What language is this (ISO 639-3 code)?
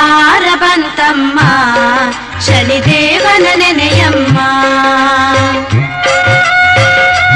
kan